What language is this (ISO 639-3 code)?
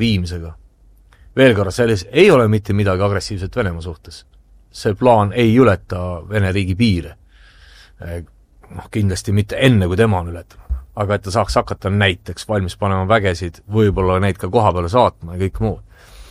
est